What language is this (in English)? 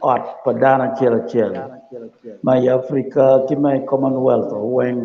Acoli